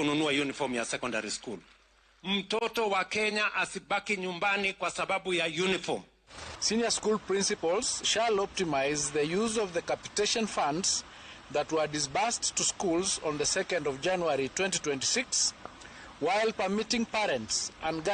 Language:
Gusii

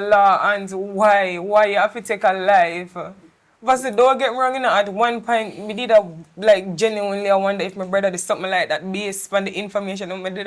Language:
Jamaican Creole English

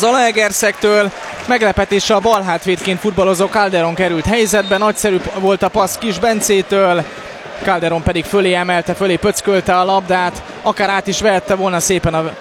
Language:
Hungarian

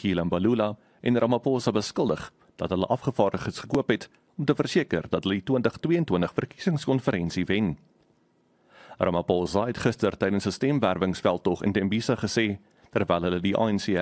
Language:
Afrikaans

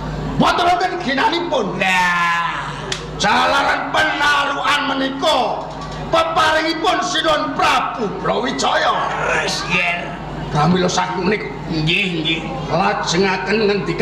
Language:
Javanese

